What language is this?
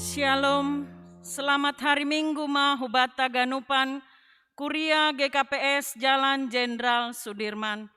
Batak Simalungun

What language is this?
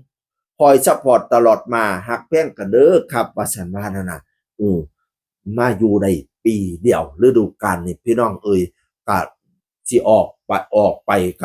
Northeastern Thai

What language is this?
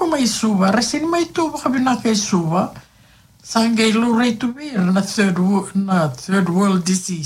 Fijian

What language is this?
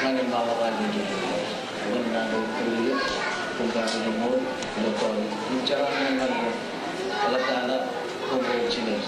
Marshallese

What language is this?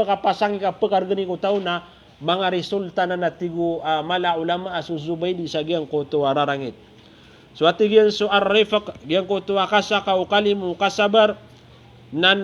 Maranao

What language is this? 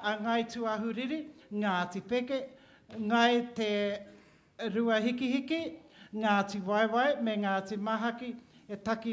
Māori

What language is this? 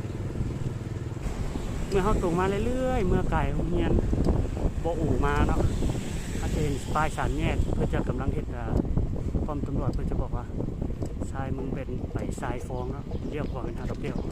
Lao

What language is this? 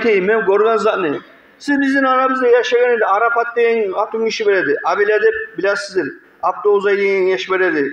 Kumyk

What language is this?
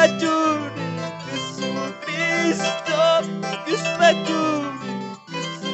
Quechua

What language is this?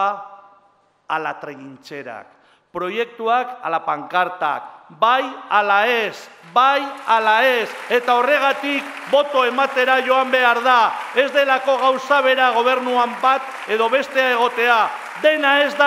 Basque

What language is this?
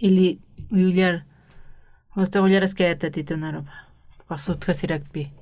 Aymara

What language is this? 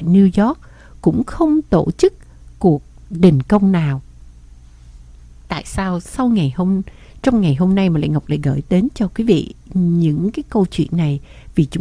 Vietnamese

